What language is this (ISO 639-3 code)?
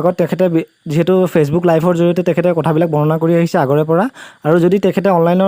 asm